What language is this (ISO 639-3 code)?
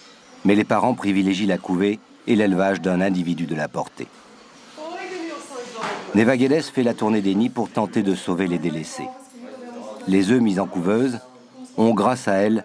fra